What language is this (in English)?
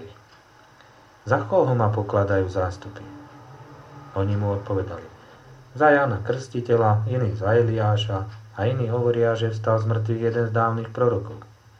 Slovak